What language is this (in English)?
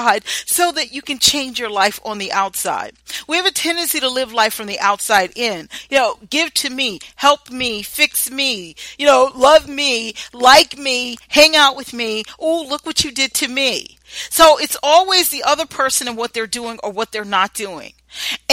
English